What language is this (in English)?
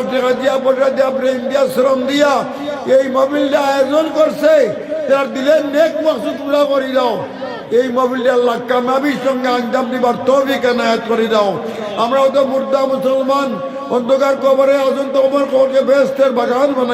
Sylheti